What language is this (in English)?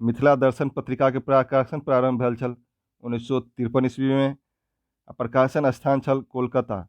Maithili